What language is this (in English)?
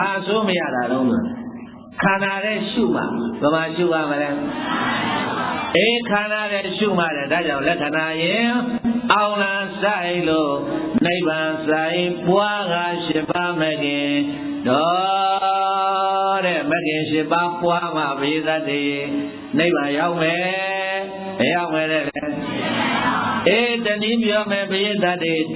Burmese